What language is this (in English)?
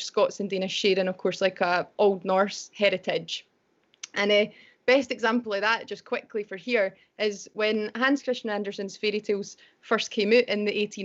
Scots